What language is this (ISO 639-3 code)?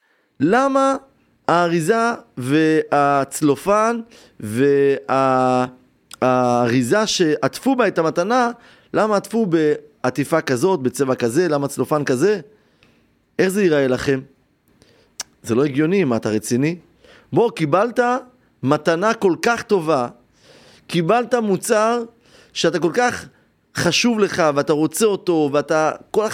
heb